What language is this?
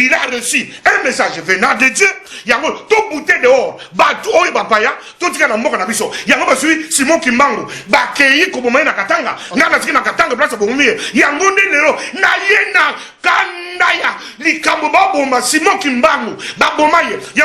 Lingala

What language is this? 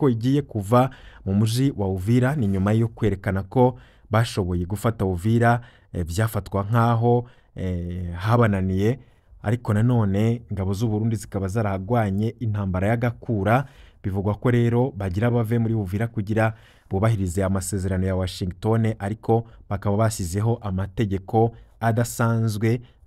Rundi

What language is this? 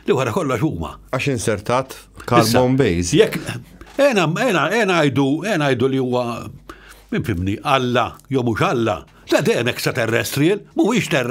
Maltese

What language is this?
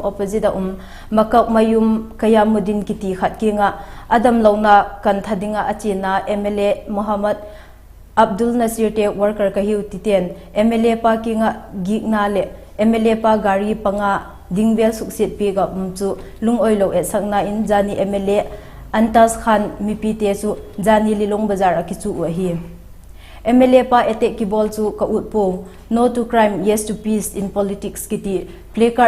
Vaiphei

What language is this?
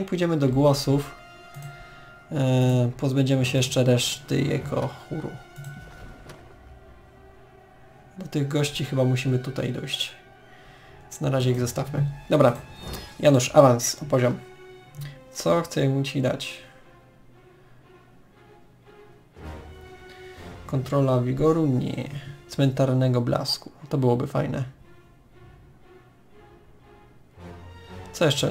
Polish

